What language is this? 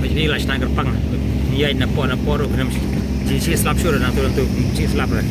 Khasi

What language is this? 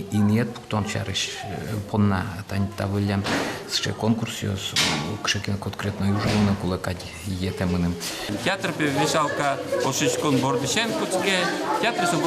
Udmurt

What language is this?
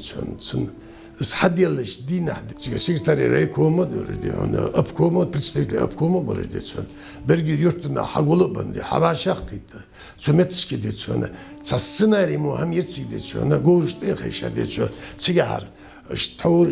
Ingush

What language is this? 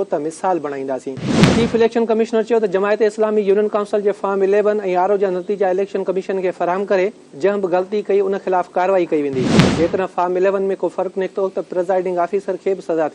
Sindhi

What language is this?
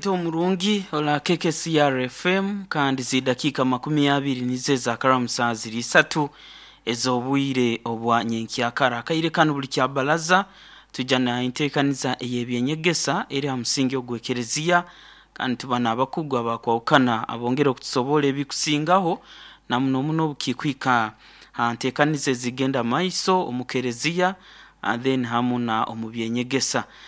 Nyoro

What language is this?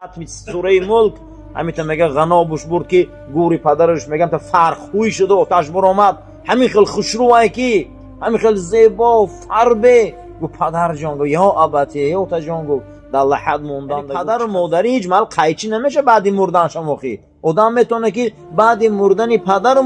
Tajik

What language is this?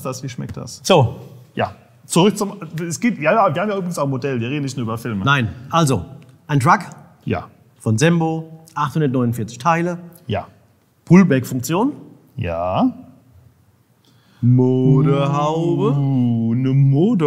German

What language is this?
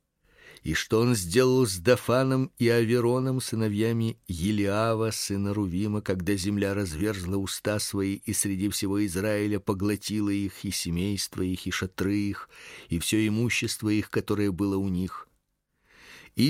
Russian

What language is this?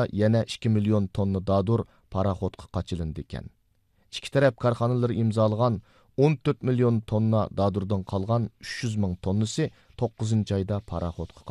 Uyghur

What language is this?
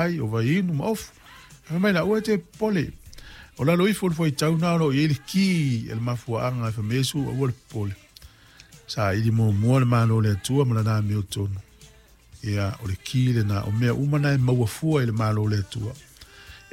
Samoan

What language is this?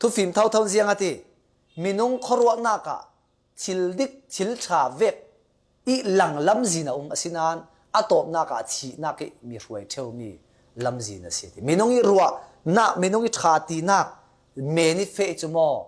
Falam Chin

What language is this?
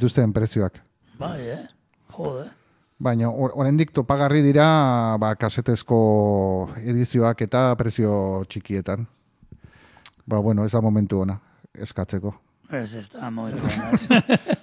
Basque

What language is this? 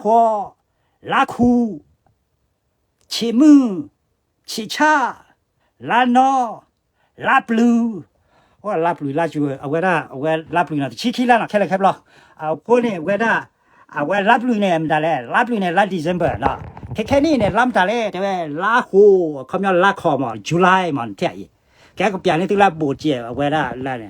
S'gaw Karen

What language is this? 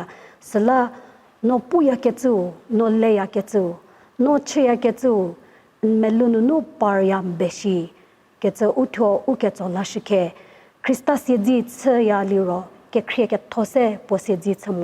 Angami Naga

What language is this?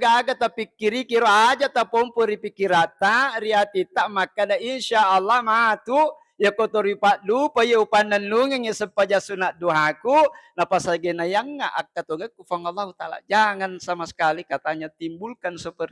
Buginese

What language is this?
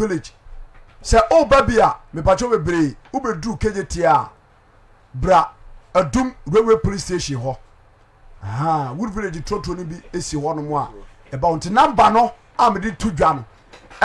Akan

